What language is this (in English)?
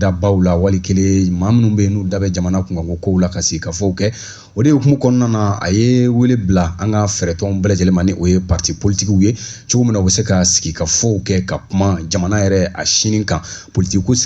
Bambara